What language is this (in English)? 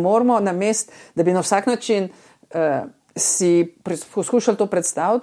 Slovenian